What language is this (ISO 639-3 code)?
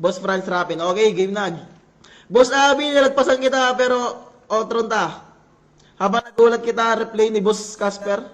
war